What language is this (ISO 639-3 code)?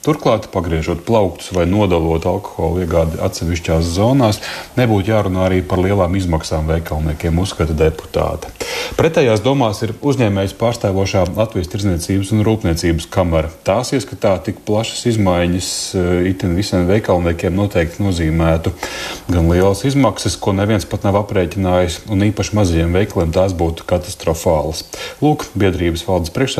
lav